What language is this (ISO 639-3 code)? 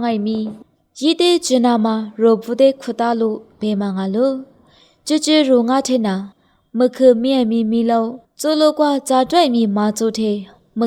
lis